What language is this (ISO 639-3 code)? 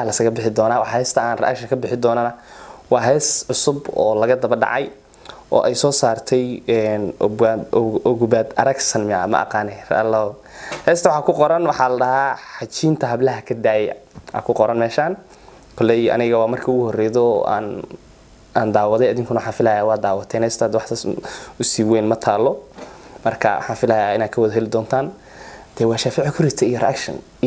som